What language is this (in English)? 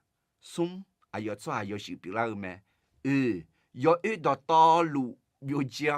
Akha